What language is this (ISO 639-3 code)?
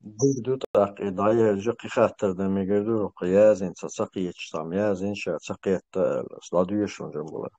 che